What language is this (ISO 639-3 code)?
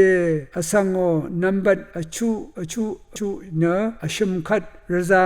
raw